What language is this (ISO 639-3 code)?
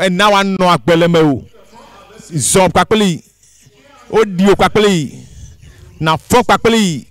ewe